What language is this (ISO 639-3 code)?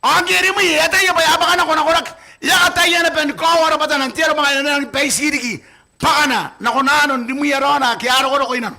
gil